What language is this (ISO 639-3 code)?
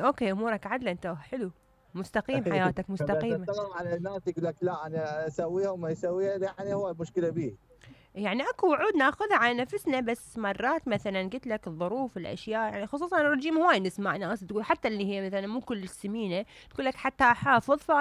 acm